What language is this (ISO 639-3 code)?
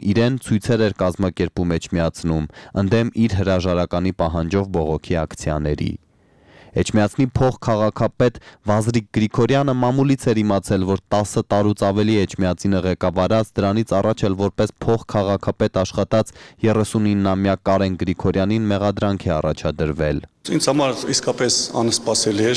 hye